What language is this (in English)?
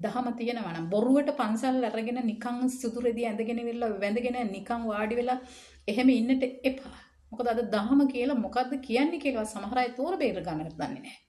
Sinhala